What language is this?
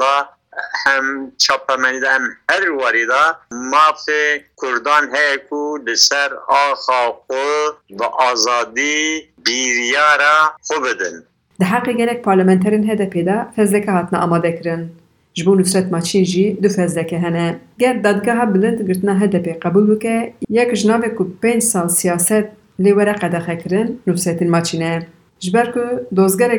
Kurdish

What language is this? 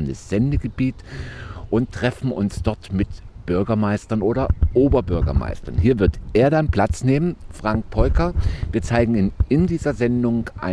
German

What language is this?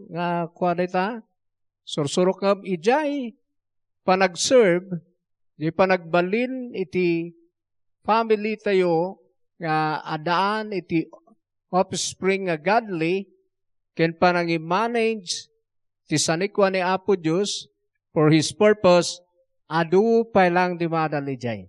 Iloko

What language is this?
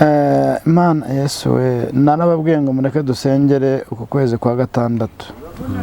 Kinyarwanda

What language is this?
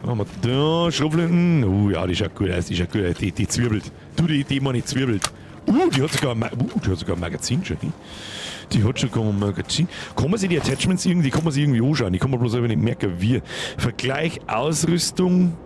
Bavarian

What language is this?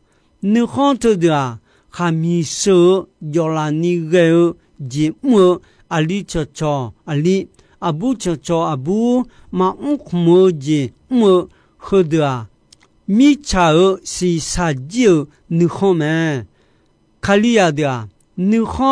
Akha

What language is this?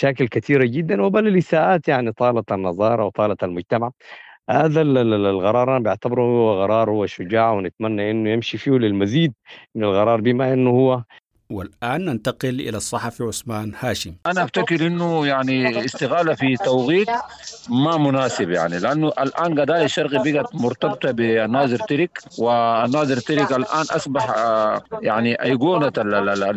Sudanese Arabic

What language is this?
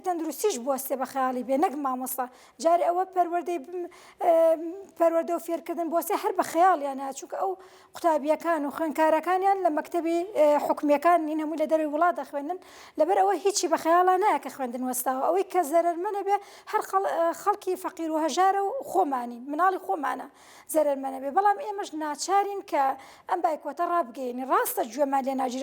Central Kurdish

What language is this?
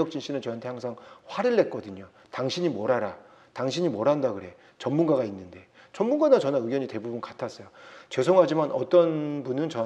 Korean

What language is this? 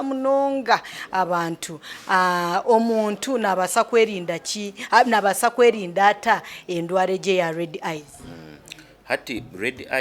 Nyankole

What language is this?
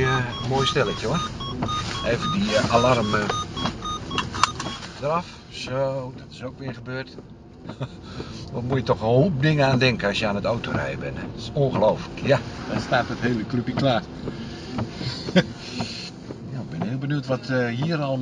Dutch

